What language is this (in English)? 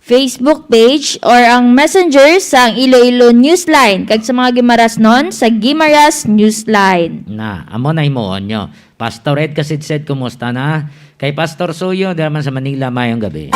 Hiligaynon